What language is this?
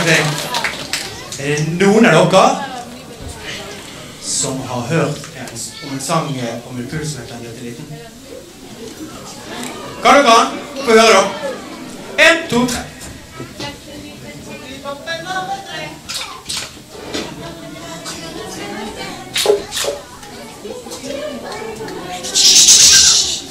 Norwegian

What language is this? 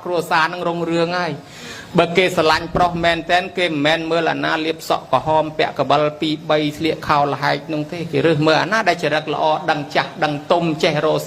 Khmer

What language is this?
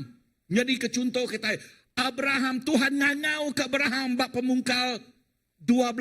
Iban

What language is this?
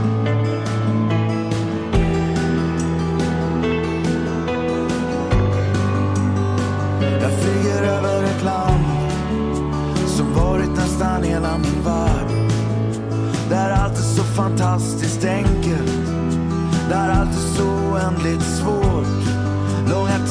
Swedish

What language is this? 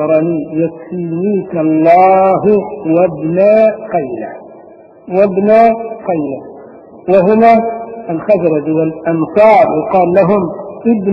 Arabic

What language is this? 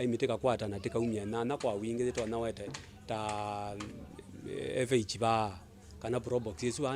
Kamba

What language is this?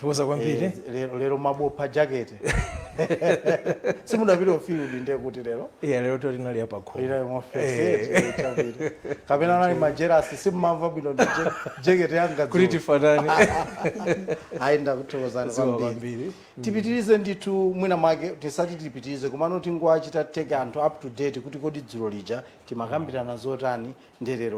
Nyanja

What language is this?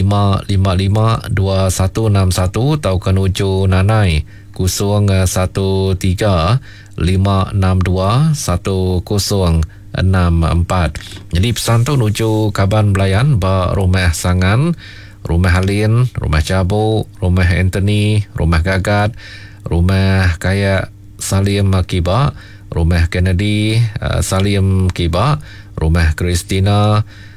Iban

